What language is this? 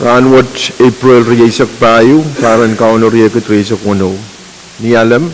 Pohnpeian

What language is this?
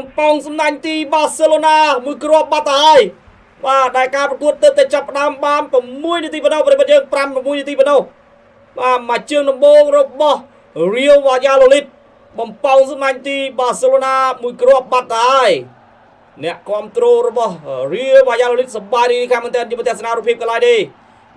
Khmer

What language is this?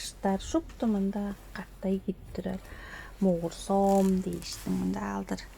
Tuvinian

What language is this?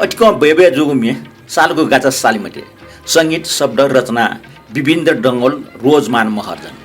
Newari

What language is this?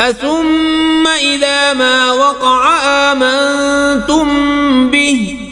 Kashmiri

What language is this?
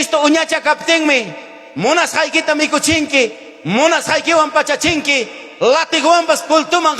Ayacucho Quechua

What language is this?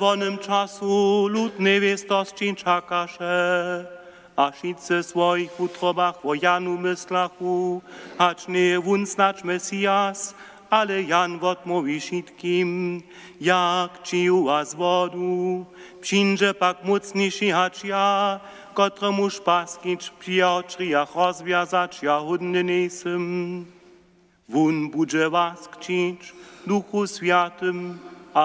Upper Sorbian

